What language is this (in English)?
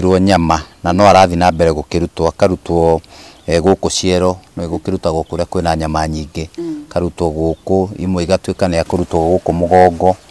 Kikuyu